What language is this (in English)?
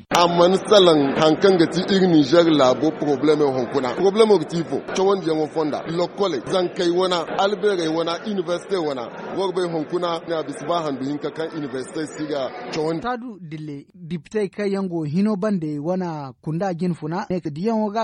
Zarma